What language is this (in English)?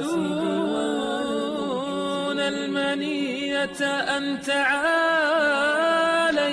Persian